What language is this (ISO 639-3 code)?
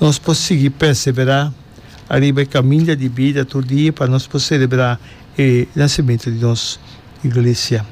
pap